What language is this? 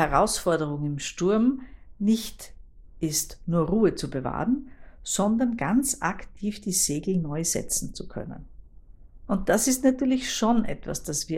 German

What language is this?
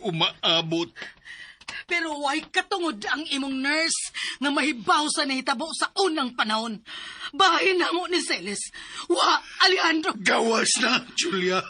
Cebuano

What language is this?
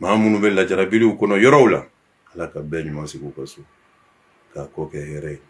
Bambara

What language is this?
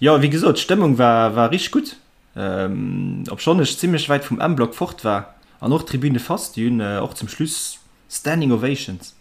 Luxembourgish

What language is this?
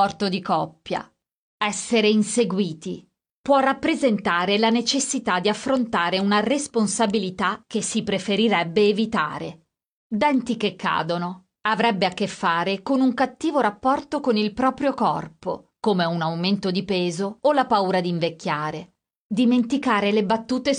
Italian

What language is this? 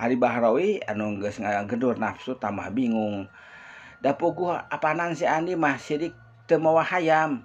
Sundanese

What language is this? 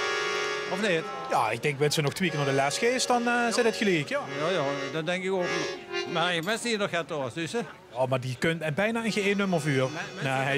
Limburgish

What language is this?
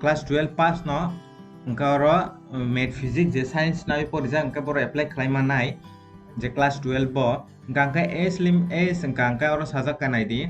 Kok Borok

